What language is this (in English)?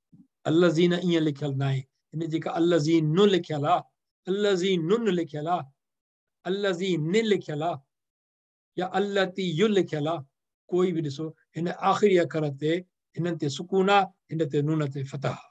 Sindhi